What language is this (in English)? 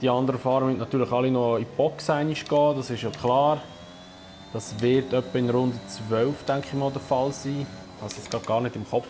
Swiss German